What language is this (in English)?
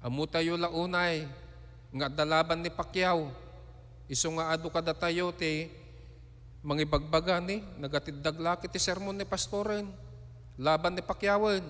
Iloko